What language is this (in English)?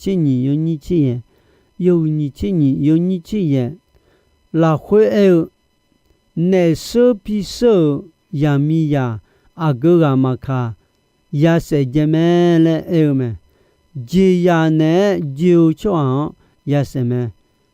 Akha